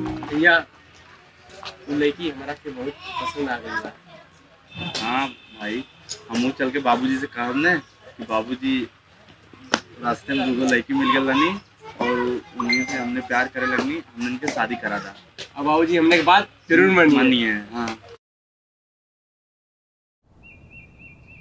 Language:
Bhojpuri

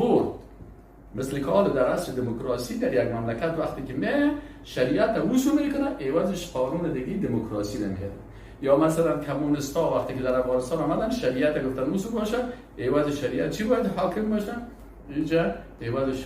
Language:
Persian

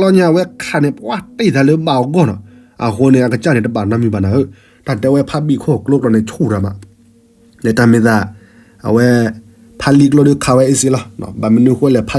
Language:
S'gaw Karen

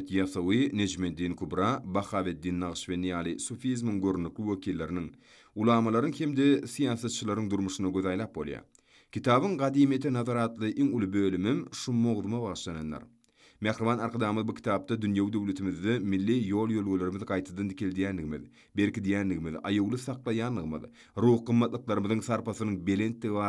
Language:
Turkmen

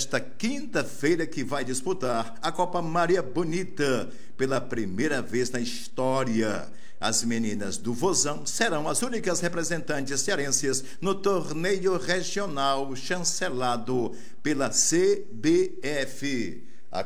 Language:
Portuguese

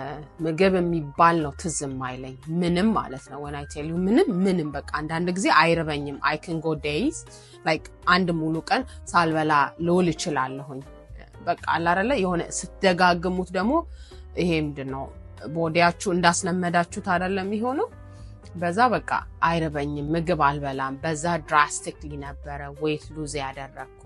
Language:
Amharic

